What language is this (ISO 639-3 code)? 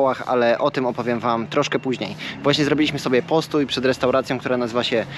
pol